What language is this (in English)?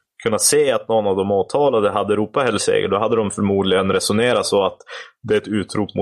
Swedish